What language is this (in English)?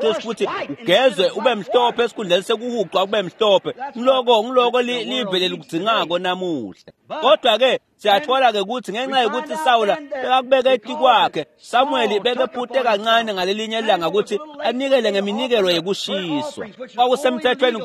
Swati